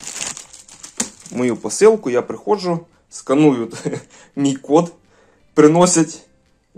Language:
Ukrainian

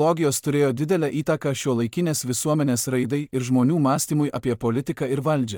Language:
Lithuanian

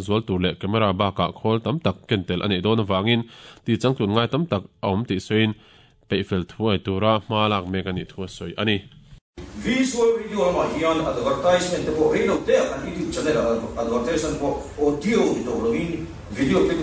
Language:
Mizo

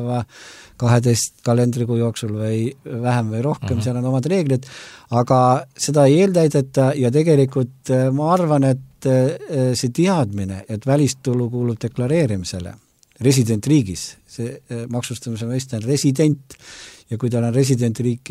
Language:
Estonian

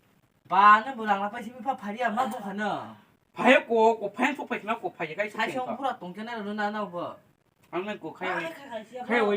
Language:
Kok Borok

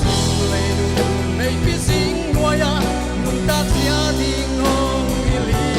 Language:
Paite Chin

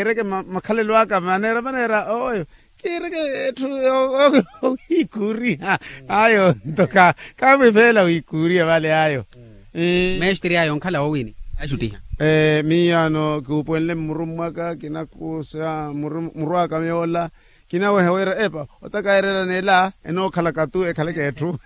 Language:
Makhuwa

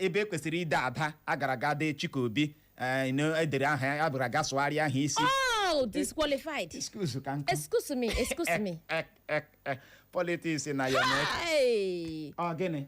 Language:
Igbo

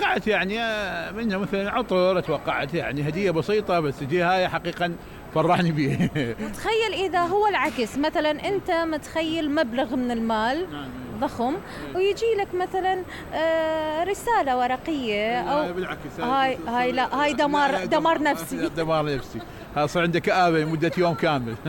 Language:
Mesopotamian Arabic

